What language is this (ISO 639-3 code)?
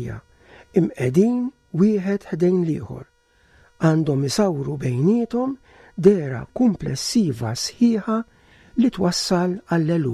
mlt